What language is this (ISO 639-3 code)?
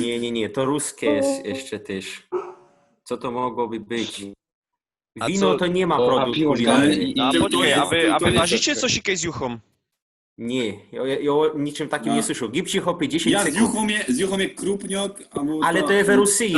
szl